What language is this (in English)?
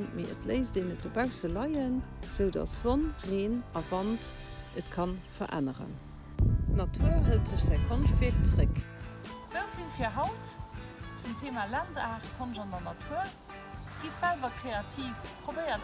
Luxembourgish